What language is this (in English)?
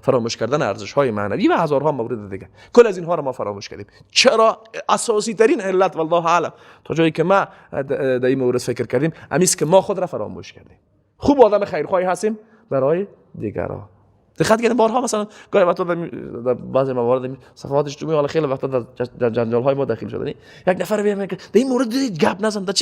Persian